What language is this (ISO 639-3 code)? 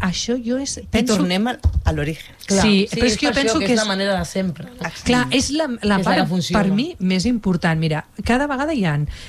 cat